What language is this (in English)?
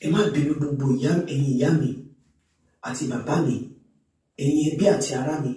Yoruba